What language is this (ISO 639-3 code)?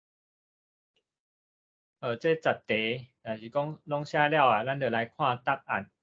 nan